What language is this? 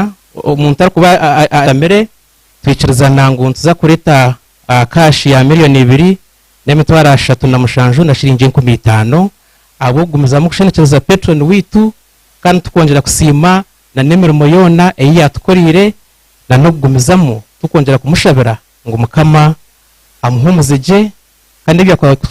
Nyankole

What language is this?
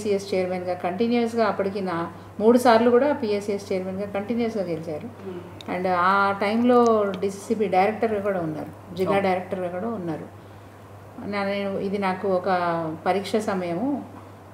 Telugu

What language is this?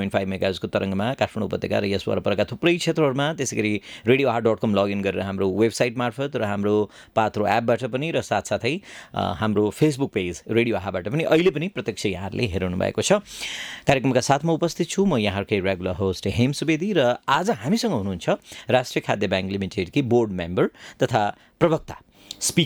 Nepali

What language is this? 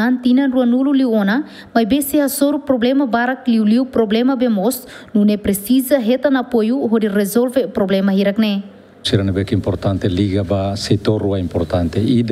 Tetum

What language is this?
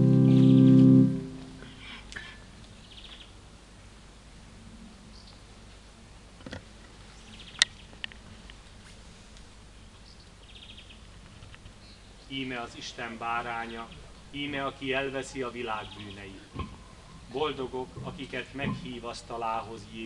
Hungarian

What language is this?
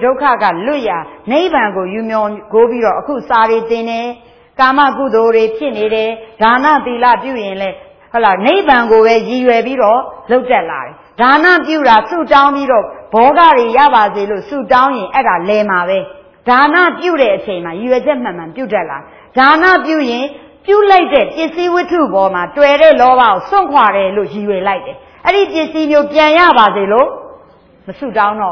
Burmese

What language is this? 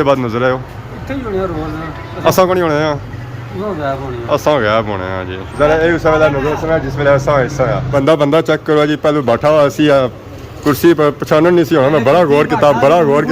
Pahari-Potwari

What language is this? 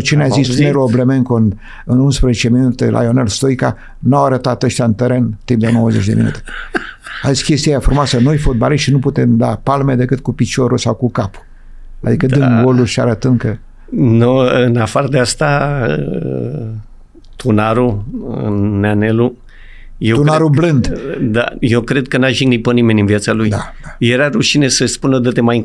Romanian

